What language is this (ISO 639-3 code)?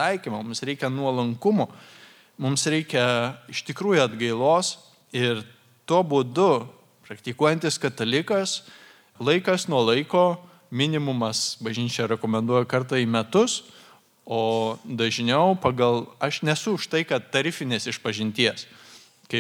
lit